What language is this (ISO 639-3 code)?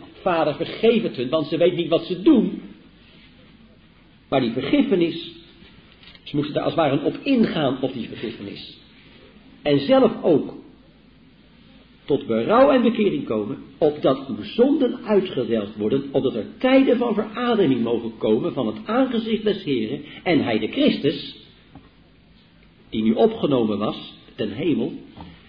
nld